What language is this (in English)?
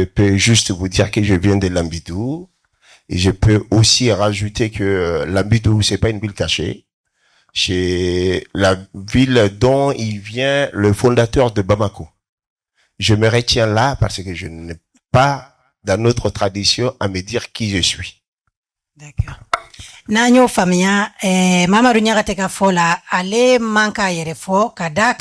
Bambara